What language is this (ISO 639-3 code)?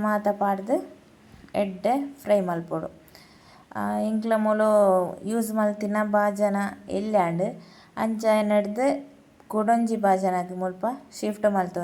tcy